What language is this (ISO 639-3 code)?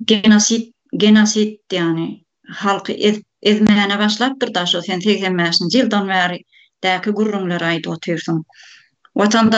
tuk